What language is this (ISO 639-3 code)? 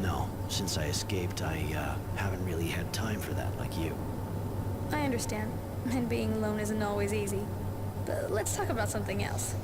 bar